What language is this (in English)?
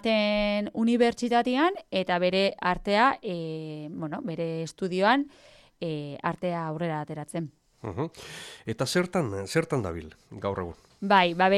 Basque